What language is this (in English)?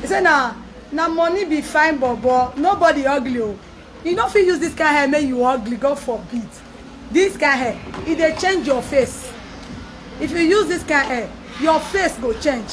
Nigerian Pidgin